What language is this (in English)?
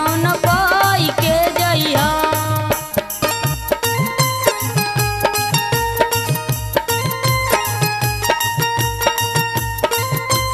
Bhojpuri